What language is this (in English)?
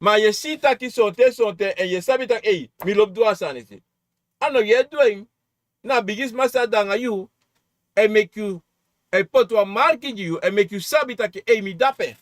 Sranan Tongo